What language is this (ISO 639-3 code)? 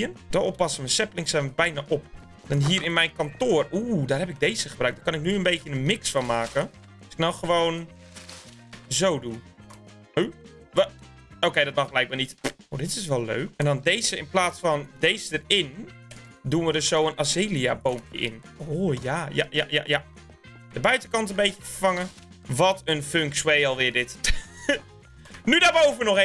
nld